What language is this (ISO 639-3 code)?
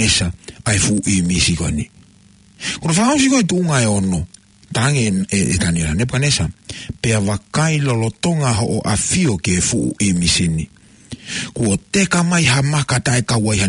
ton